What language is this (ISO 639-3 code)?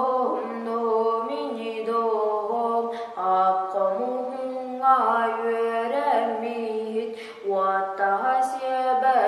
sah